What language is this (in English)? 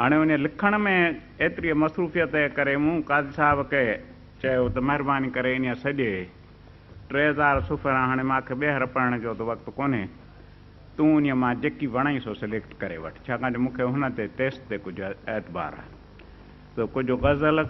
Sindhi